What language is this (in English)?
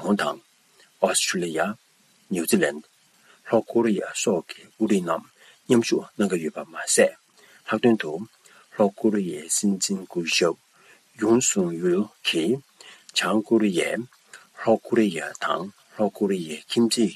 Tibetan